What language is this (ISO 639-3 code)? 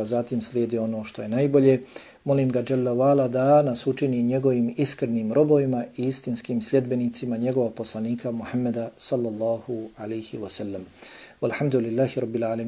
bos